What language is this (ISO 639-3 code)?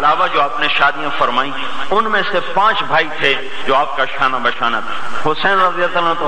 urd